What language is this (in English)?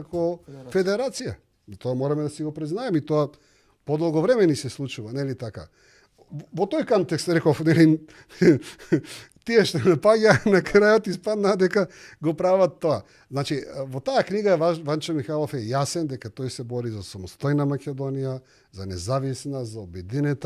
Macedonian